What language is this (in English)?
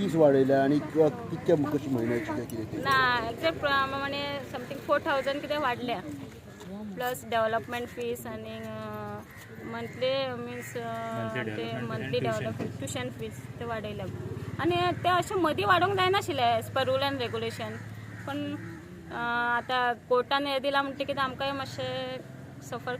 Konkani